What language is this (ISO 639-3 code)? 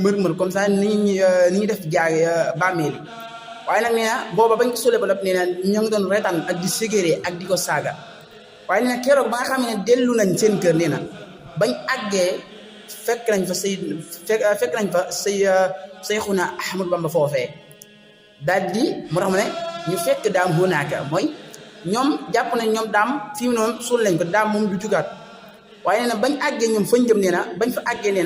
wol